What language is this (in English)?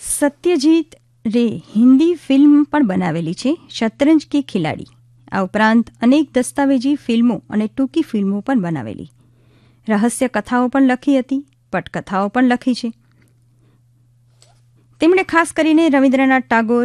Gujarati